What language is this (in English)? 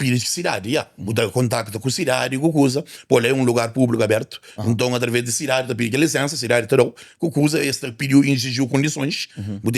Kabuverdianu